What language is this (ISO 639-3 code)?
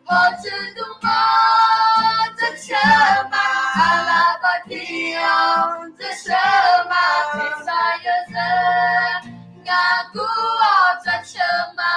ahk